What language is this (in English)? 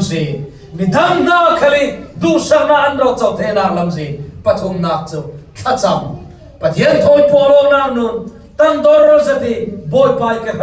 Falam Chin